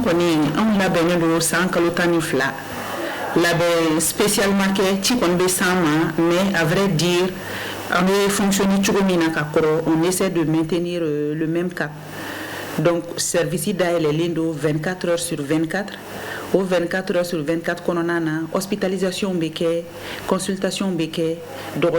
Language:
Bambara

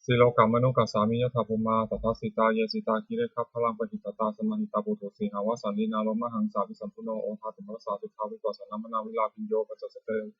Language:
Pali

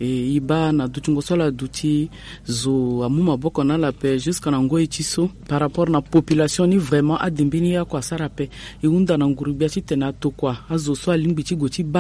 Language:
Sango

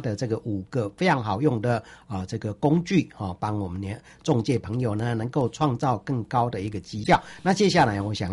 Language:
Chinese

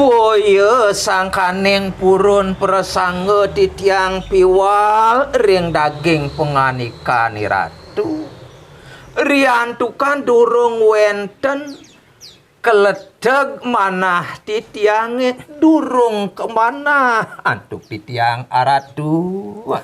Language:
Balinese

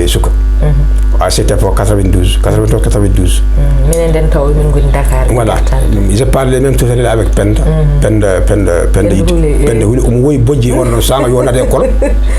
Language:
Fula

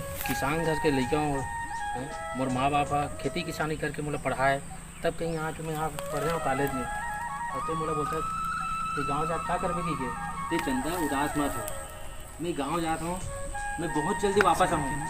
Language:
Chhattisgarhi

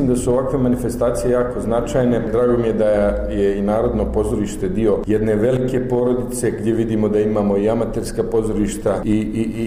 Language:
Bosnian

